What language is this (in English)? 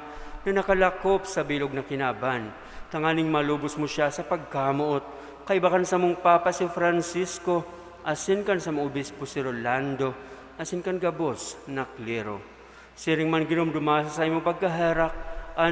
Bikol